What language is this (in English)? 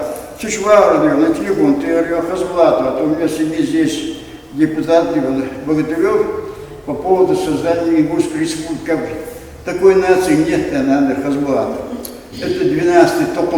Ingush